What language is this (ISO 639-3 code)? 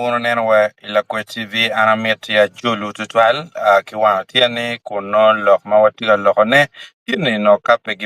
ach